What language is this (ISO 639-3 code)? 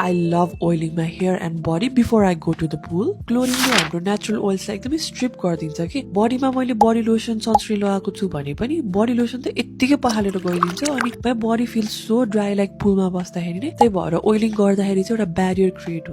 nep